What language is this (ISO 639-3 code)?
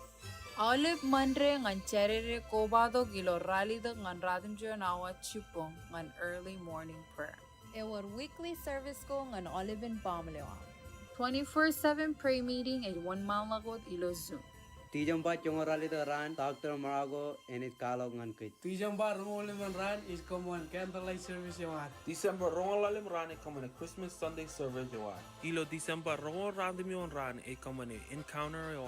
mah